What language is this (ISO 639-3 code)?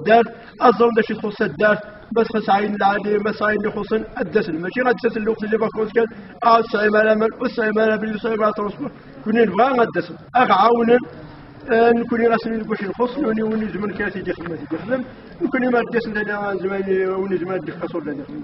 kab